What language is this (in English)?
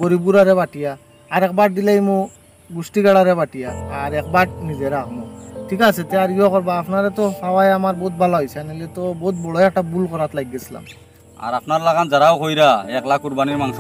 Sylheti